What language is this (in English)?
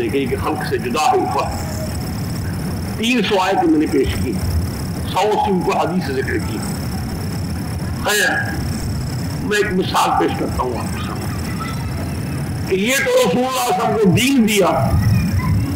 Urdu